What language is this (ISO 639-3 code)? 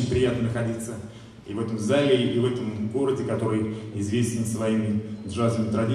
rus